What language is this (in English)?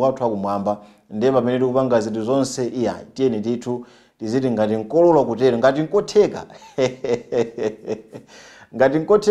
Nyanja